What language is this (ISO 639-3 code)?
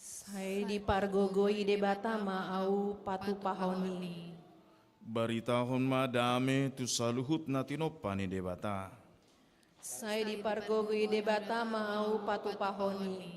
bbc